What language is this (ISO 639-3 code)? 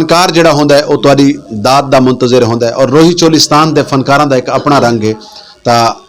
skr